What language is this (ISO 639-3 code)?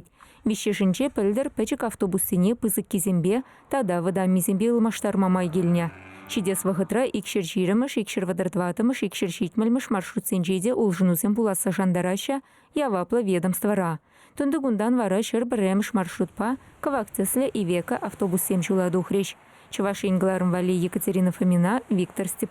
chv